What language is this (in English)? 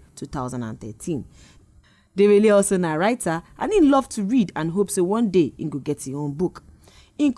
Nigerian Pidgin